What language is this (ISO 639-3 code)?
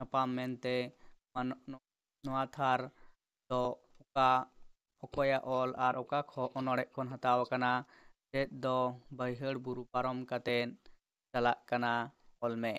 sat